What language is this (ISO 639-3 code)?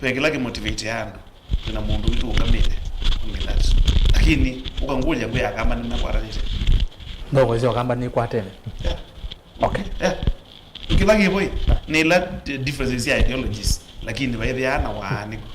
kam